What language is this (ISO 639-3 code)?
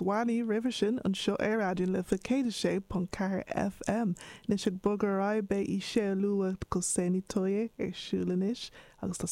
gle